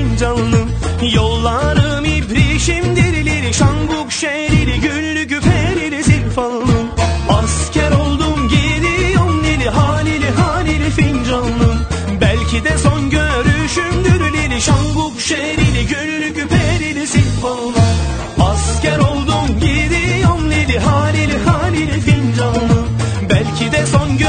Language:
Turkish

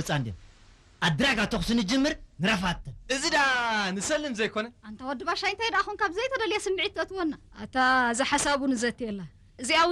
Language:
Tigrinya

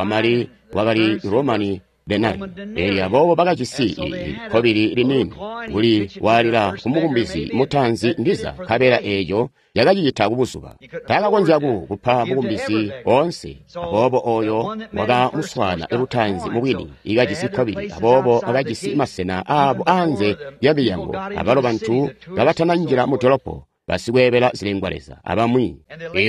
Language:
Tonga (Zambia)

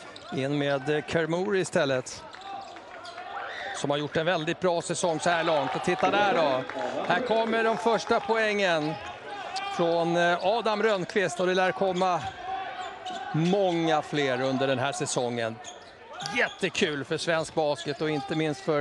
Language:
Swedish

